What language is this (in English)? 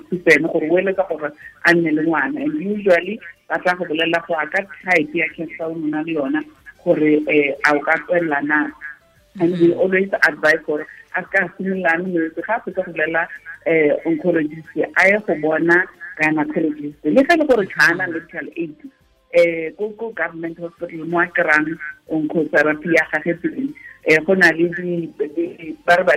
Tswana